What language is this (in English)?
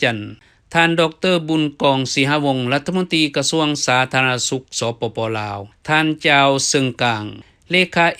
Lao